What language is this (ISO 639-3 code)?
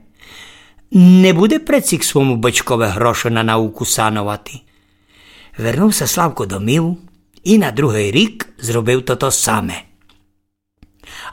rue